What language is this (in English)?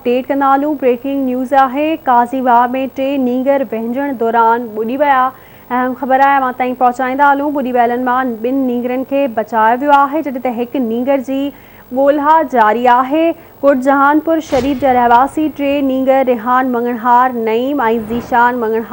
Sindhi